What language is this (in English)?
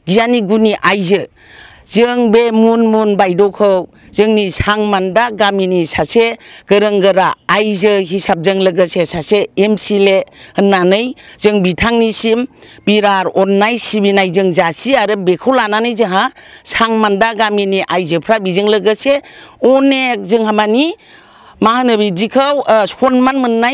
Bodo